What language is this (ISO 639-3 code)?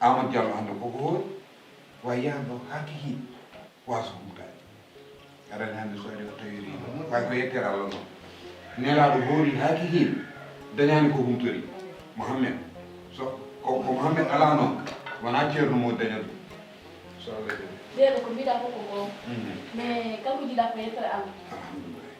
ful